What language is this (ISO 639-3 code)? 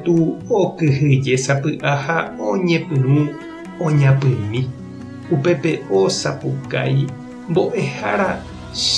grn